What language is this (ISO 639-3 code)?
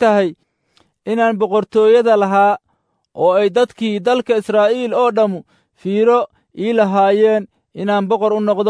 som